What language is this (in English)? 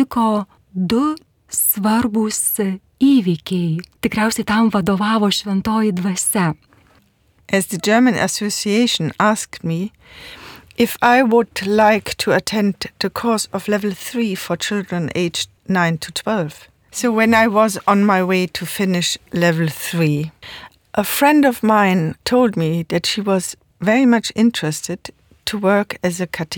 Lithuanian